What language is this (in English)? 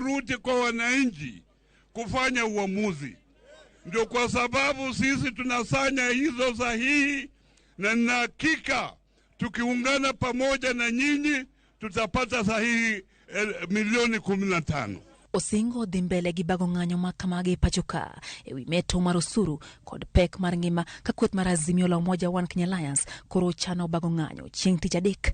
Luo (Kenya and Tanzania)